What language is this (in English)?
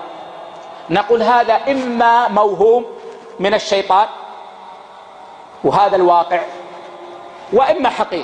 Arabic